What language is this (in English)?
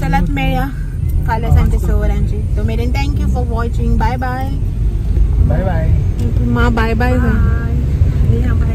Konkani